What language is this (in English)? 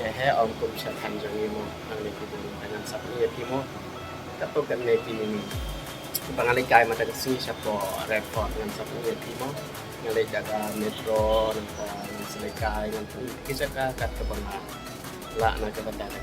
Khasi